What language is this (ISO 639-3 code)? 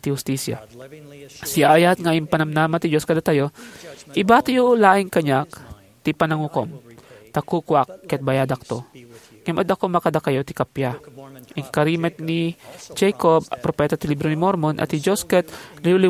ilo